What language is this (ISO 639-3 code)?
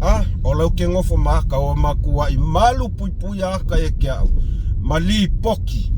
smo